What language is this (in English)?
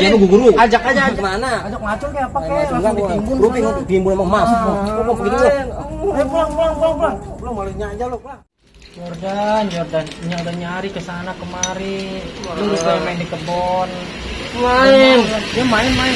Betawi